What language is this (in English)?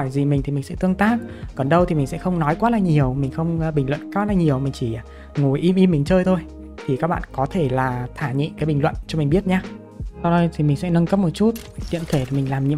Vietnamese